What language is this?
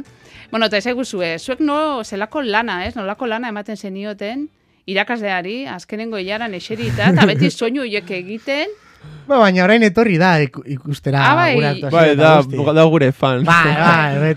Basque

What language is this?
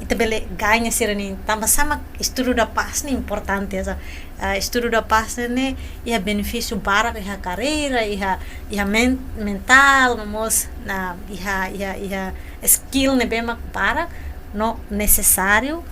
Tetum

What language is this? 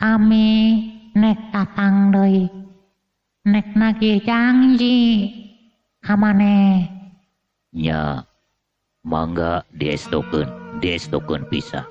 Sundanese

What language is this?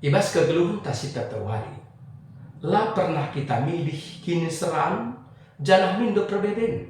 Batak Karo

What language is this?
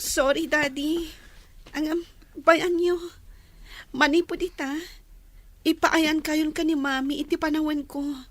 Iloko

